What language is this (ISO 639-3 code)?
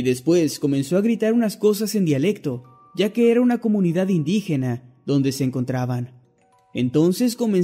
spa